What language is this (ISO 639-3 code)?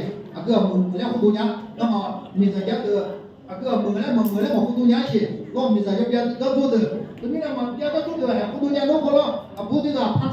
ahk